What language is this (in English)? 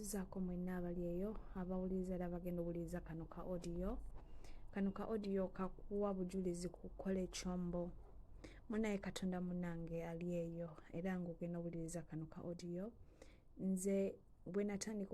Ganda